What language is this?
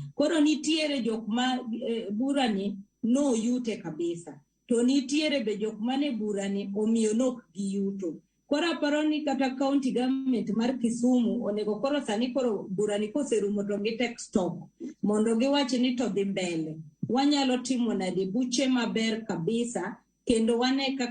Luo (Kenya and Tanzania)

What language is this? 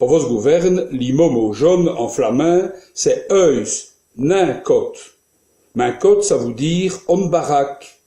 Walloon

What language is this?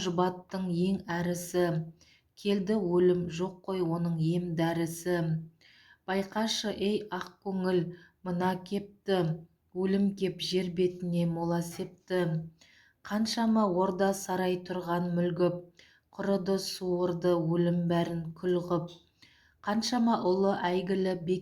Kazakh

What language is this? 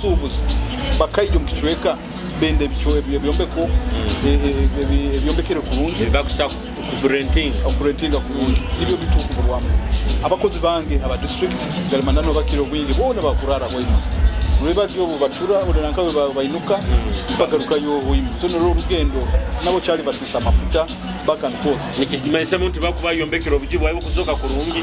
Nyoro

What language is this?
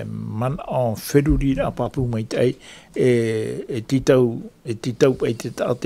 Tahitian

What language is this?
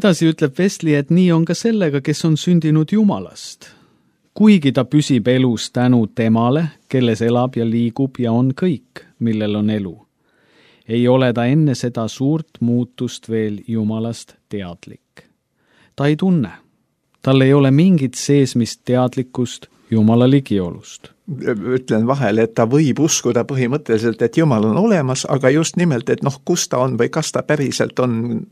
Estonian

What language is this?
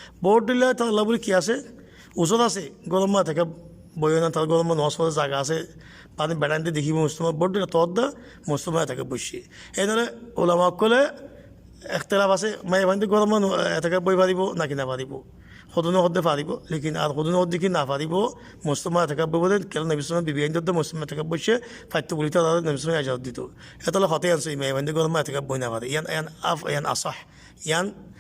Rohingya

